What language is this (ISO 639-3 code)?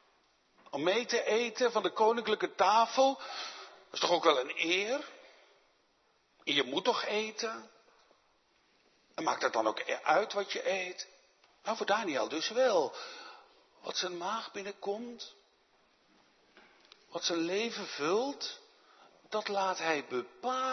nld